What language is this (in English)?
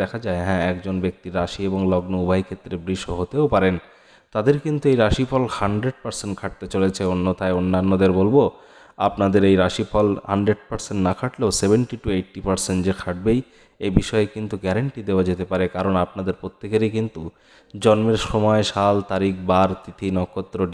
Bangla